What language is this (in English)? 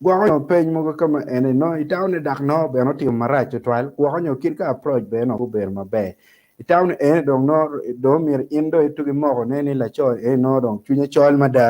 Acoli